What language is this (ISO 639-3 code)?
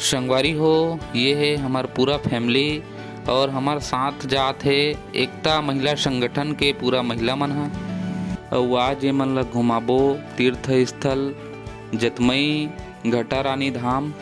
hne